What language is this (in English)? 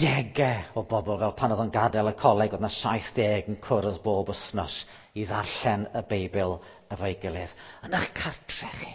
Welsh